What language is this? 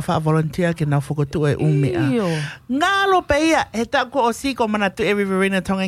Tongan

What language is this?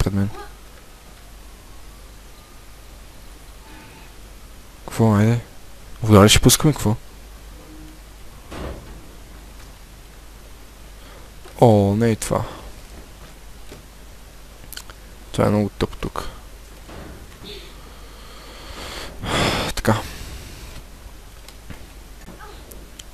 Bulgarian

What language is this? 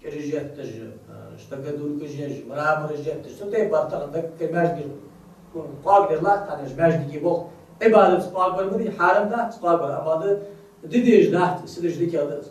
Ingush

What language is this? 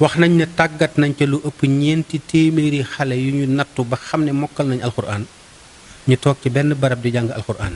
Wolof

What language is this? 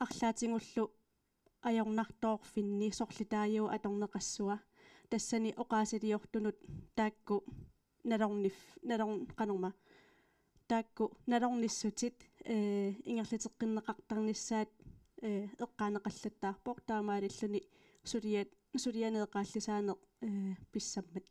Kalaallisut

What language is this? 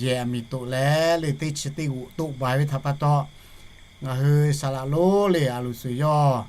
Lahu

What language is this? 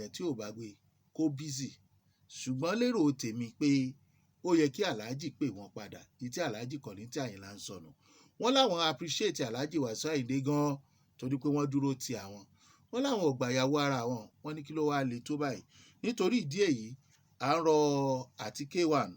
Yoruba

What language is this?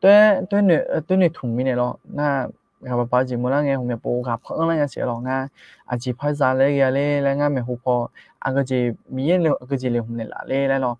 Akha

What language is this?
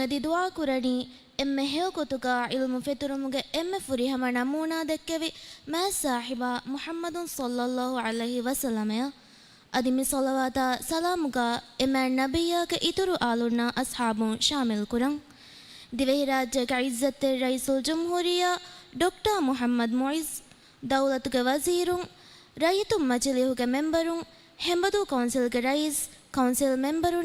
Divehi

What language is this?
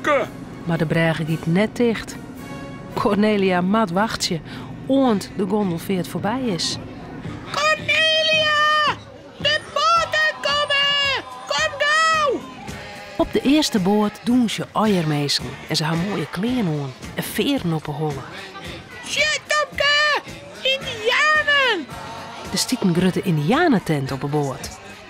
Western Frisian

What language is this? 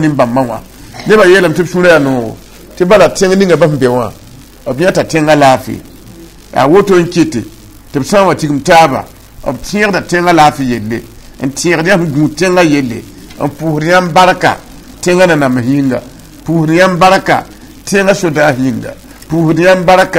Mossi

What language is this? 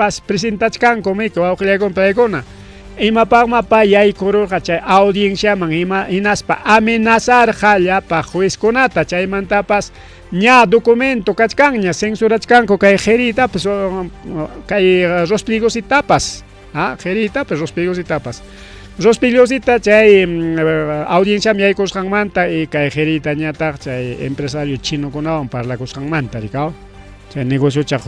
Ayacucho Quechua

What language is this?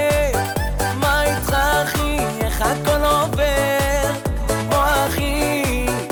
Hebrew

